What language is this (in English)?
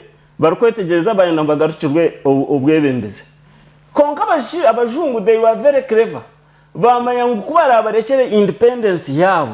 Nyankole